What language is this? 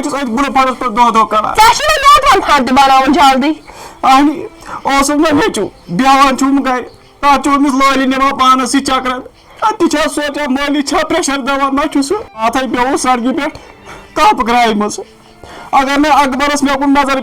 Kashmiri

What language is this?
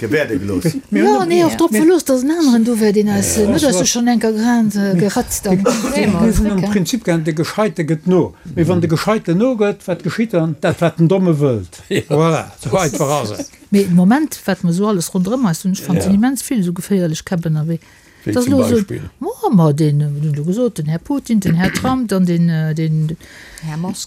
Luxembourgish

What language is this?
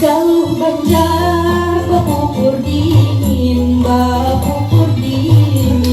Banjar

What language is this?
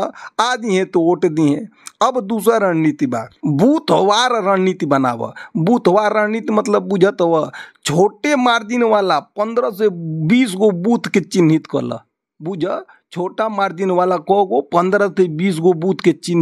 Bhojpuri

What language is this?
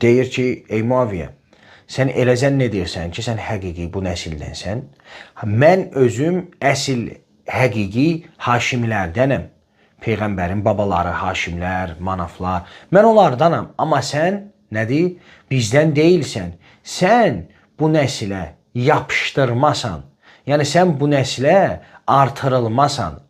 Azerbaijani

